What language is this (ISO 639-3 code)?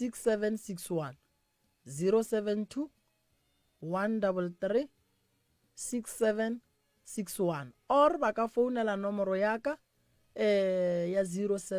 nso